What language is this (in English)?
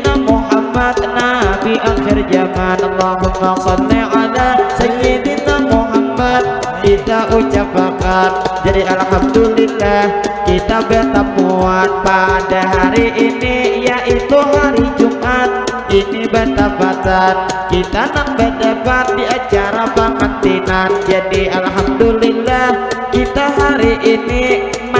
Banjar